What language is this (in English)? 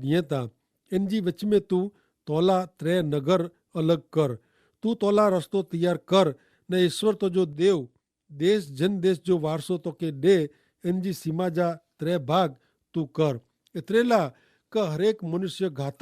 Kachhi